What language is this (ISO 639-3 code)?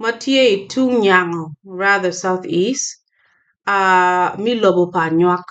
ach